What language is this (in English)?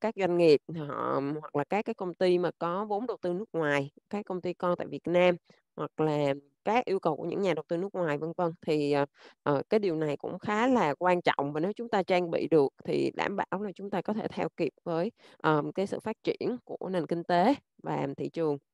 Vietnamese